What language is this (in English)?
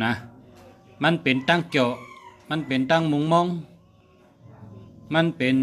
Shan